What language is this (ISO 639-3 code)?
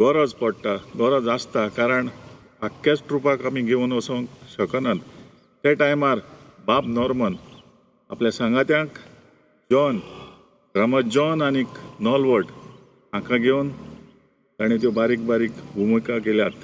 kok